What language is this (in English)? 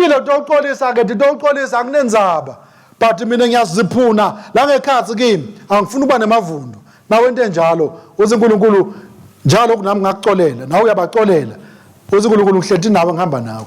Swati